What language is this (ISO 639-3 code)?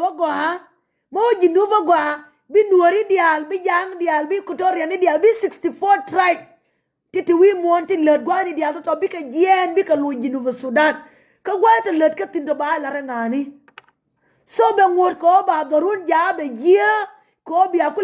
nus